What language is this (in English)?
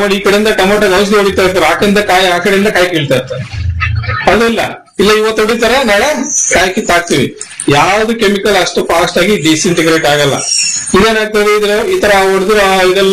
Kannada